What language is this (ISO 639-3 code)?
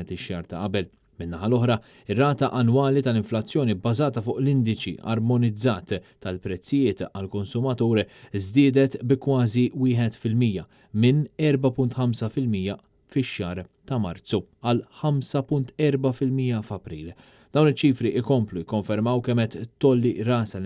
mlt